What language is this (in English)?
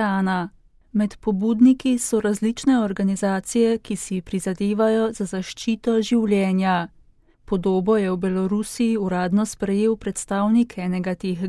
Slovenian